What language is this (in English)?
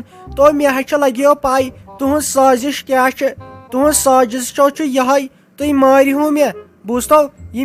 Kashmiri